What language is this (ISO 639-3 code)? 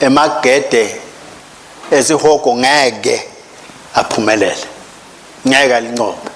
ssw